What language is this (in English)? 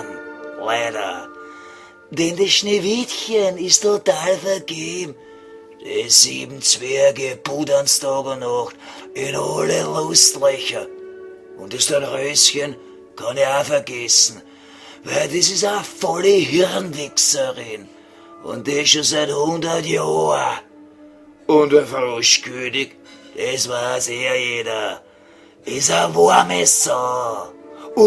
Bavarian